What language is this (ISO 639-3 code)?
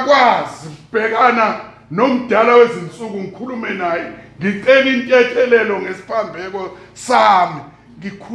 zul